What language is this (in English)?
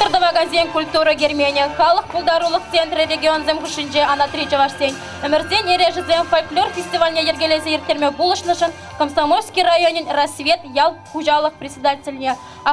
Chuvash